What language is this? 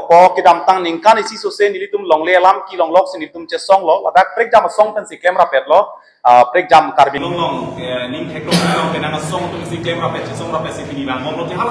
Karbi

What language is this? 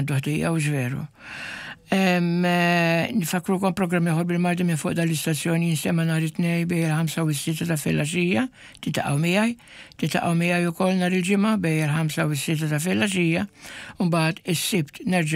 Maltese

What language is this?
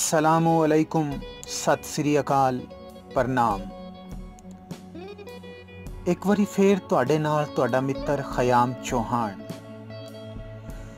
Punjabi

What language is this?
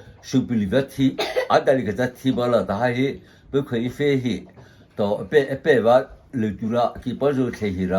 Mara Chin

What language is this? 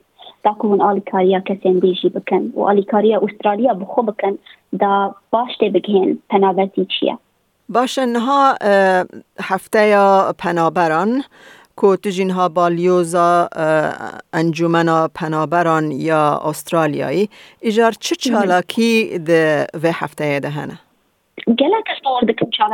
Kurdish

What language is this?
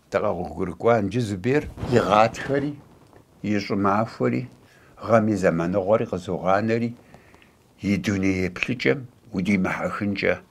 Kabardian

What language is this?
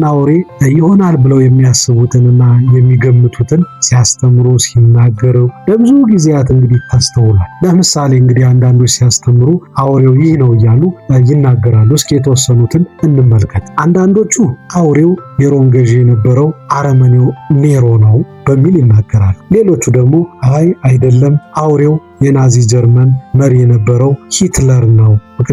Amharic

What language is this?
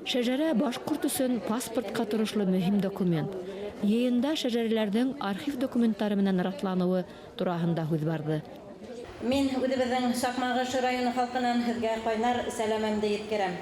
Bashkir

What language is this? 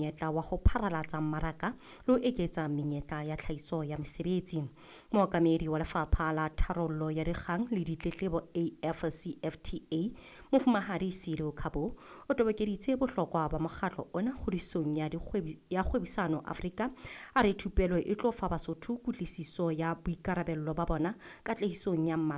Southern Sotho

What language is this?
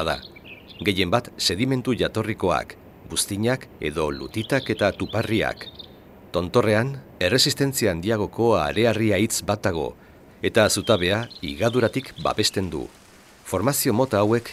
Basque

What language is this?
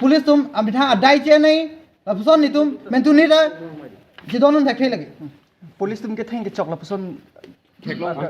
Karbi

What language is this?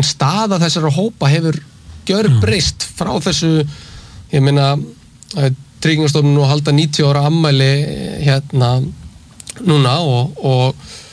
Icelandic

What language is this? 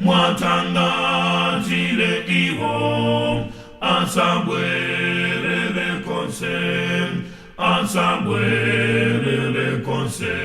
Nyanja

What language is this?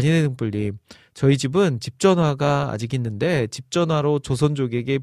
Korean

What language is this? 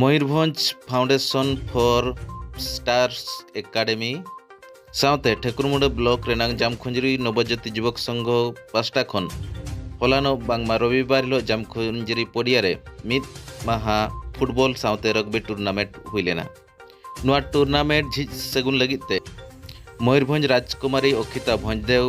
Santali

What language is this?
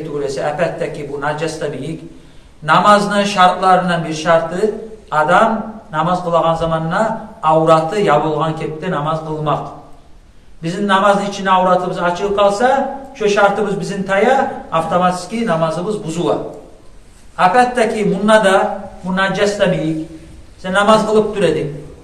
Kumyk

